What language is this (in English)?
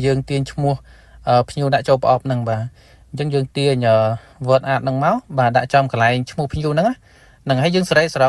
Khmer